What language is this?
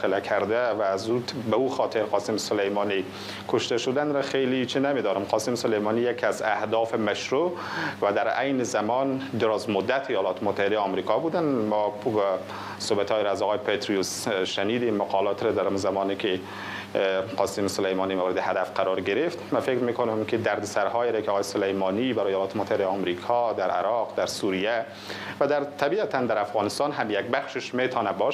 Persian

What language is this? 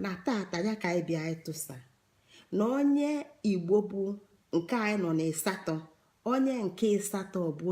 Igbo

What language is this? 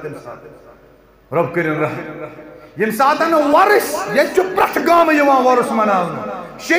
Kashmiri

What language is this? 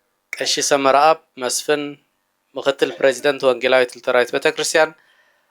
Tigrinya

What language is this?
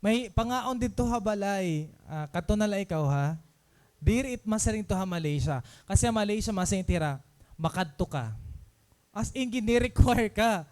Waray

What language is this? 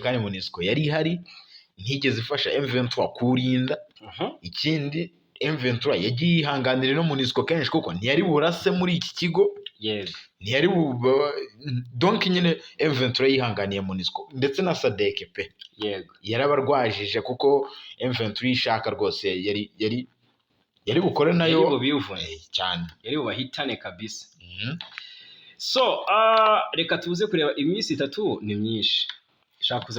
Kinyarwanda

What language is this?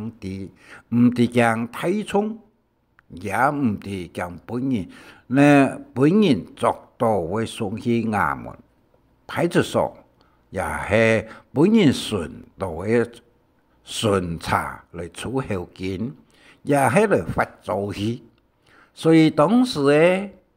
Hakka Chinese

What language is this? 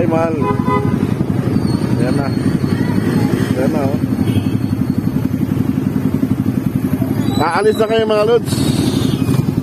Filipino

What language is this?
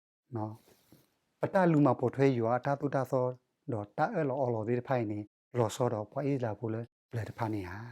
S'gaw Karen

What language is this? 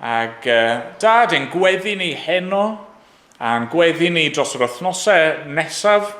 Welsh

